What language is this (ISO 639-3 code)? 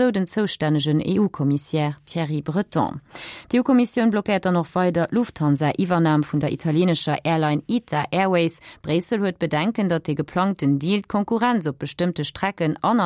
ltz